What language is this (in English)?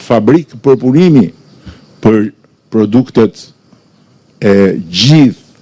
Albanian